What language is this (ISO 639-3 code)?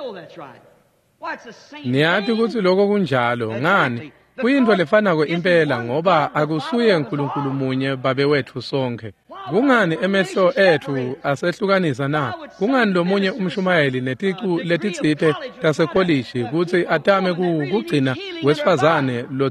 ssw